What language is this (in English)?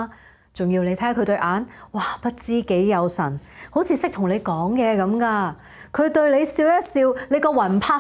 Cantonese